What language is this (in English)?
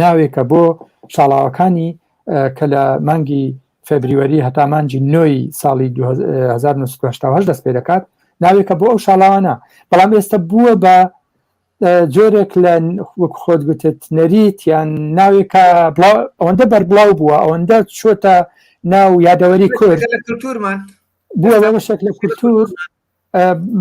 Central Kurdish